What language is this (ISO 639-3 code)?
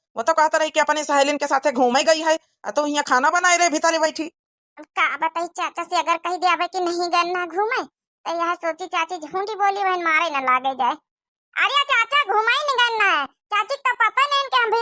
awa